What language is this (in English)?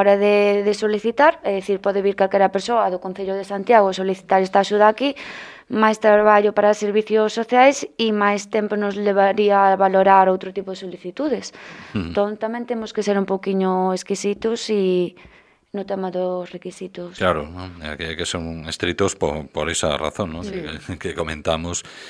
Galician